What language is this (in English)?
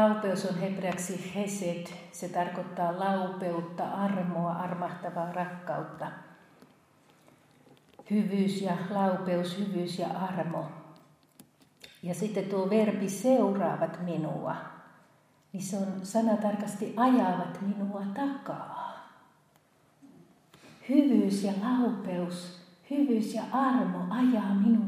Finnish